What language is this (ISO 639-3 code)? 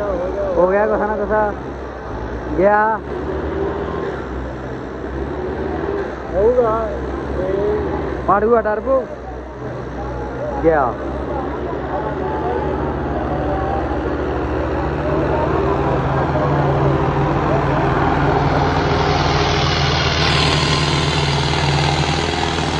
pan